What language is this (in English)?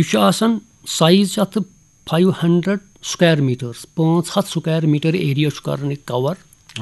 Kashmiri